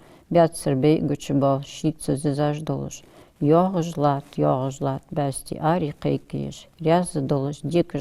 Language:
Ingush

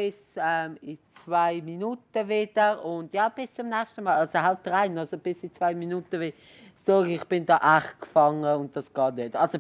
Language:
Swiss German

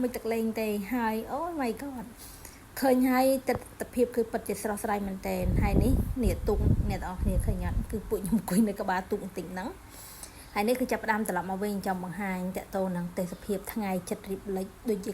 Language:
Khmer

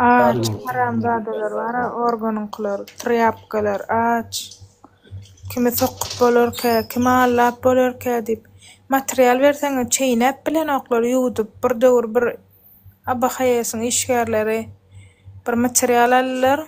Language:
Turkmen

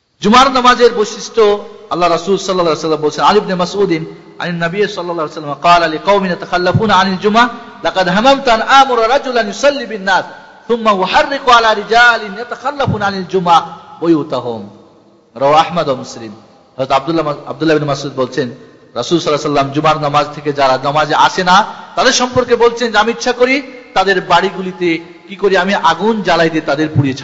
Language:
Bangla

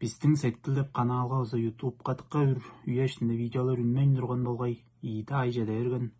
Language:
Tuvinian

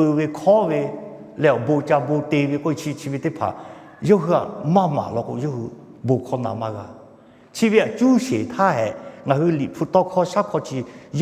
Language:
Lahu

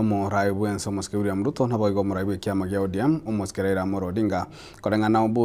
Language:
Gusii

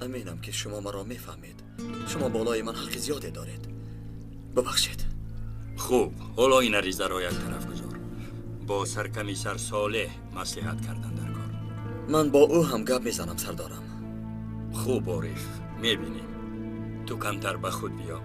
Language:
Tajik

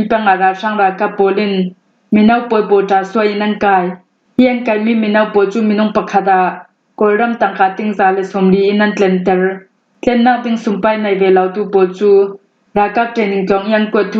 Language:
Falam Chin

